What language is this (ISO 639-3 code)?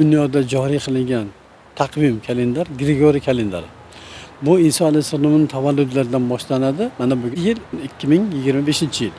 uzb